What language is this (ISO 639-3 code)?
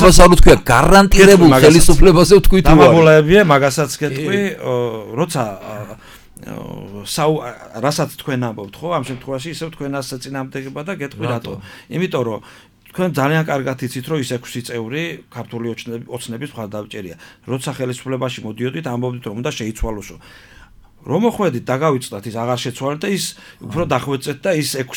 kat